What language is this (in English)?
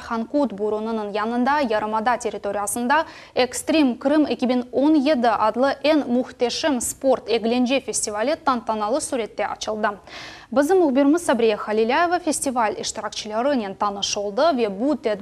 Crimean Tatar